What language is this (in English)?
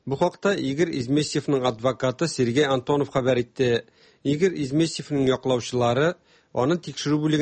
Tatar